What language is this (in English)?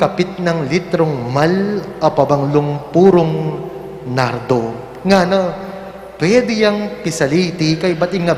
Pampanga